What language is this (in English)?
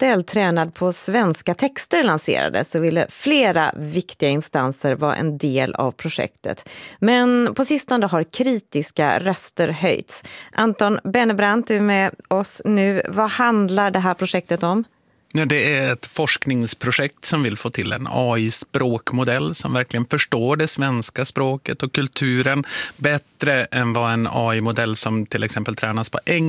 Swedish